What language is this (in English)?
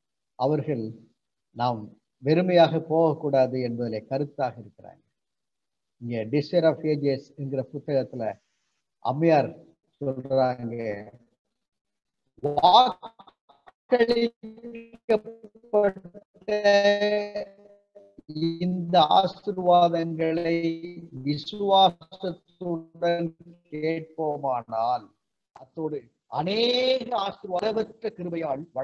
Tamil